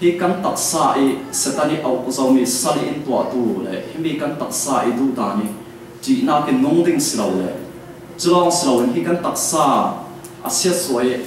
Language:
Falam Chin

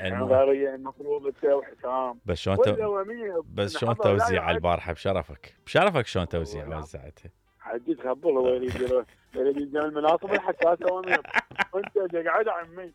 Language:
Mesopotamian Arabic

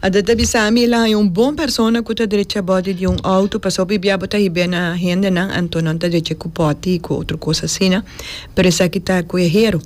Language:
Papiamento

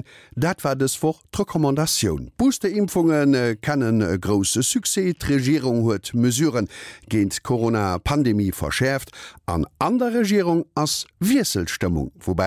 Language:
Luxembourgish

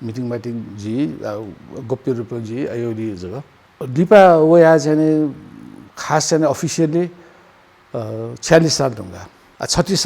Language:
Newari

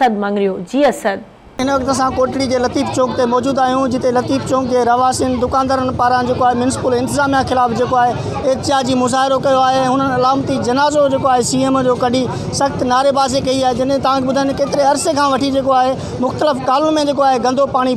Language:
Sindhi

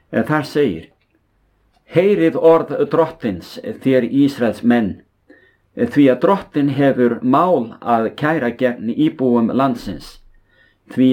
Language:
Icelandic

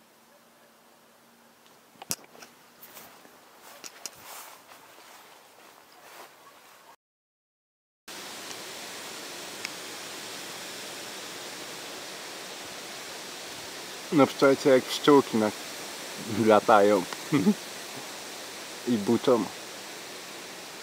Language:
Polish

